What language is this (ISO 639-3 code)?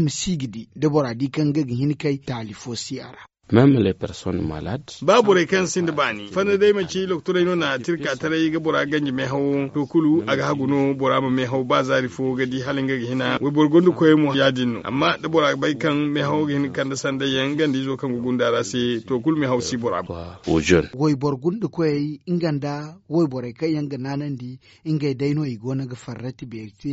dje